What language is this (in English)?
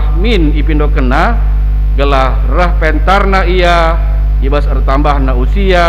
Batak Karo